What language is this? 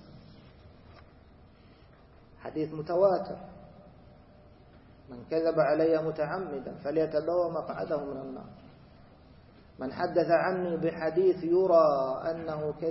Arabic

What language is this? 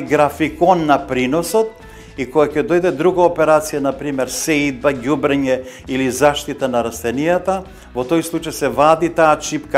Macedonian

